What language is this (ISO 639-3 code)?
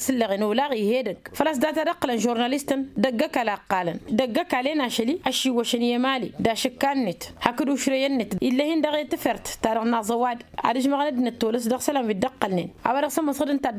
taq